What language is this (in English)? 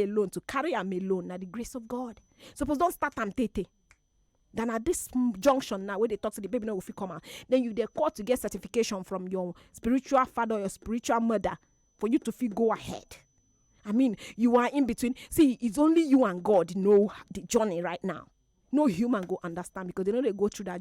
Nigerian Pidgin